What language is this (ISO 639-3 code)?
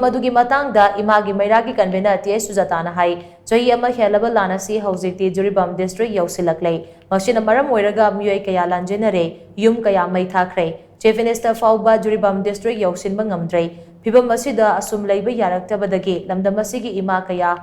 mni